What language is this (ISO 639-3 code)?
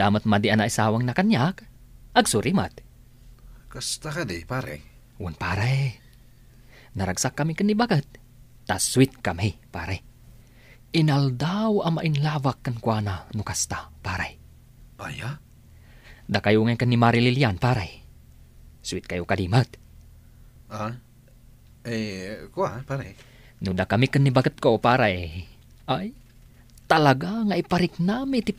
ilo